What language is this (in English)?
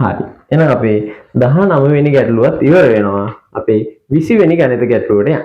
Sinhala